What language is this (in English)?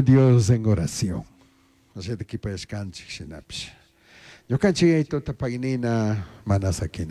Chimborazo Highland Quichua